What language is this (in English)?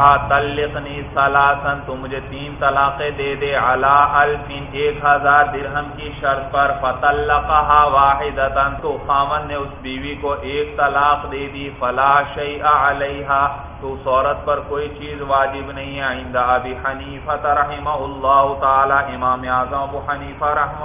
Urdu